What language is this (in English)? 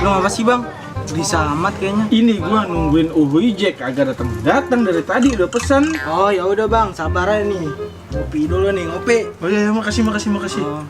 Betawi